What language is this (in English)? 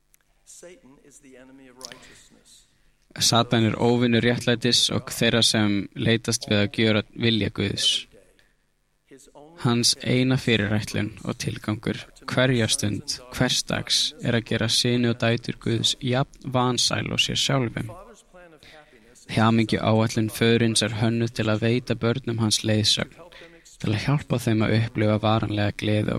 Icelandic